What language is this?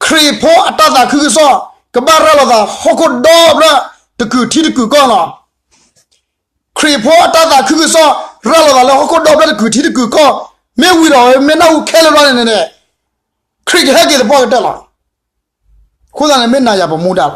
S'gaw Karen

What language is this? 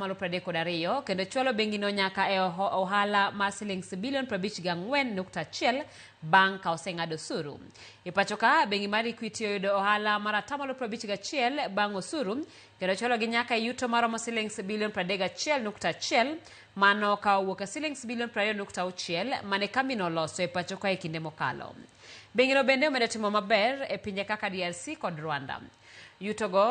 Luo (Kenya and Tanzania)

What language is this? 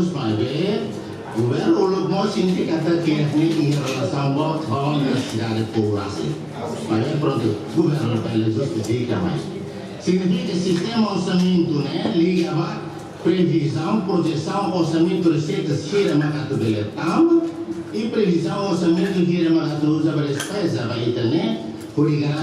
Tetum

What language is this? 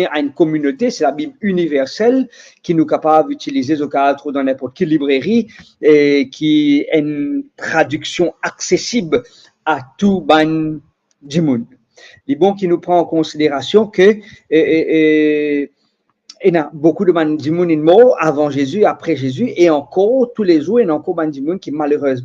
Morisyen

